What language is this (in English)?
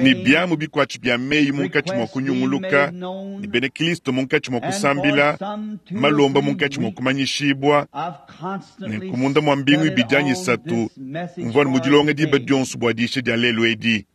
Luba-Lulua